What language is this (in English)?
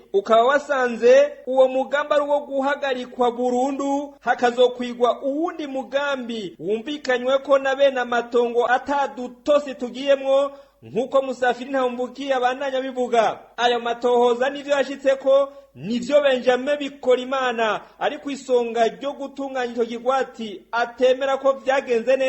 Rundi